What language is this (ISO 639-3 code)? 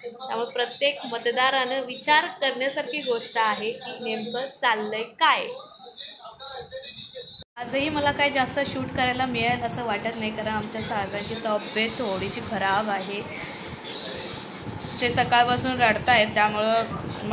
mar